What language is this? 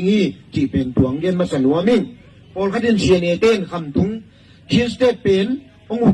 Tedim Chin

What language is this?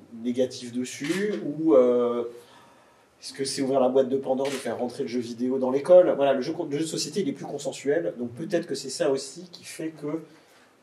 French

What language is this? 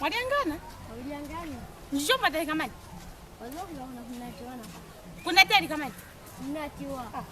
Lozi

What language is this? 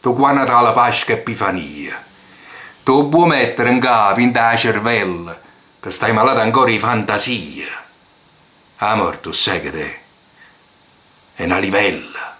Neapolitan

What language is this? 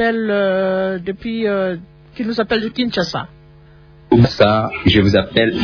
French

